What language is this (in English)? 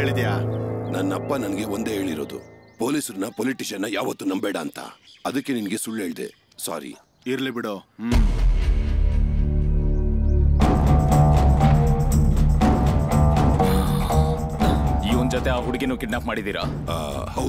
Kannada